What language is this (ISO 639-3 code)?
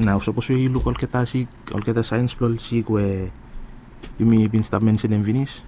bis